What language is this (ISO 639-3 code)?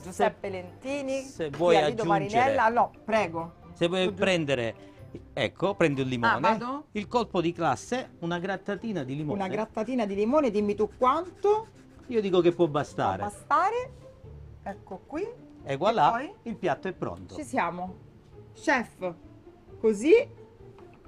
ita